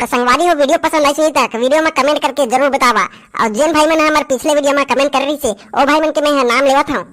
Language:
Chhattisgarhi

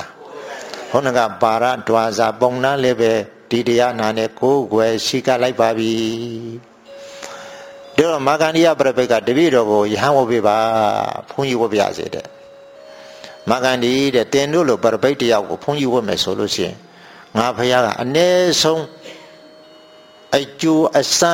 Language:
Burmese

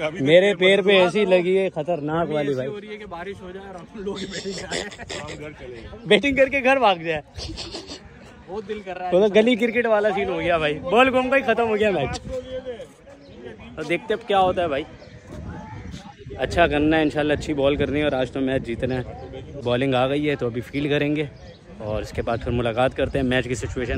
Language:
Hindi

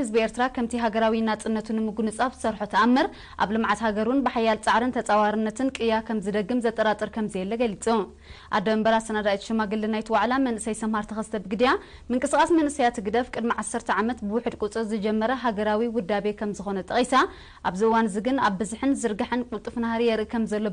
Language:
Tigrinya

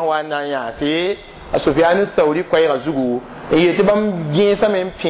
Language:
Mossi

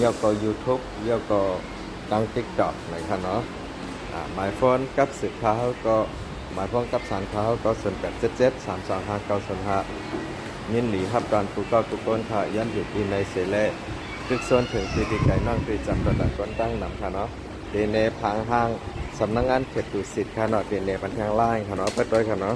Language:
Shan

